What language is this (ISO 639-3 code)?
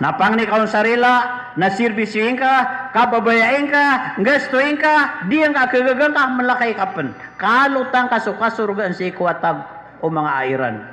mrw